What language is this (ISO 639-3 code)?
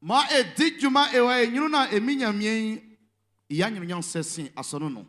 bci